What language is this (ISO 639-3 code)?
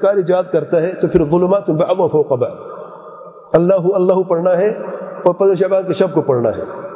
urd